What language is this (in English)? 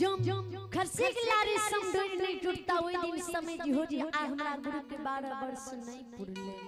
Maithili